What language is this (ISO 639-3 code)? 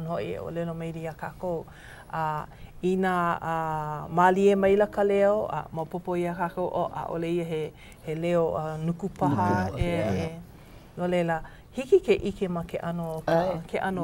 haw